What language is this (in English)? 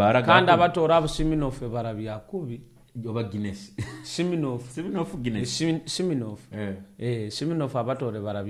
Nyoro